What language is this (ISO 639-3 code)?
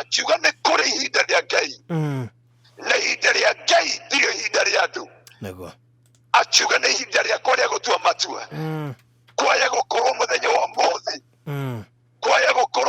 kik